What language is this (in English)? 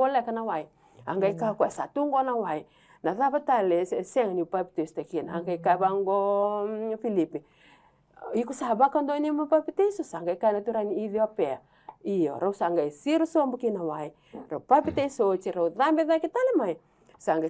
Fijian